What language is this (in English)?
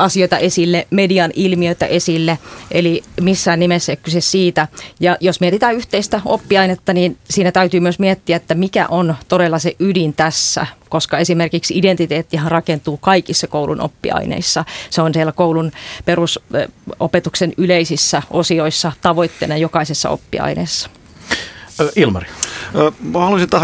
Finnish